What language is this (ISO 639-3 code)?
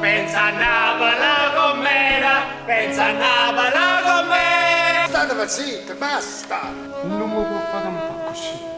nap